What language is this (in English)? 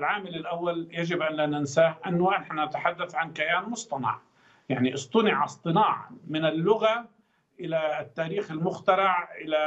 Arabic